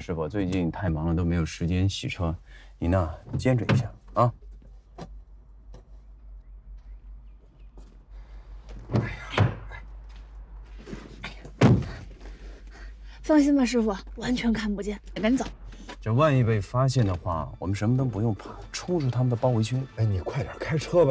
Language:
Chinese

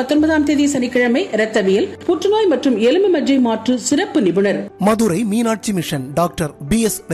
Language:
Tamil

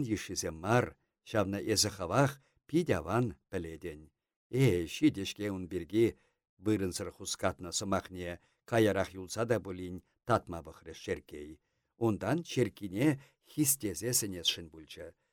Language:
Chuvash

